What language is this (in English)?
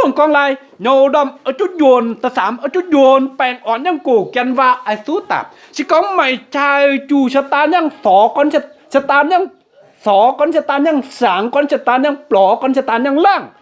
Kim Mun